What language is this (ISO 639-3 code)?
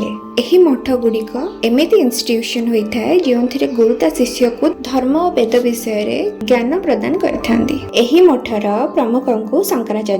ori